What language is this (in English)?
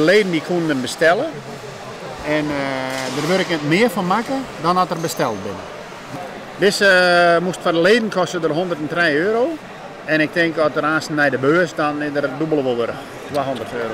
Western Frisian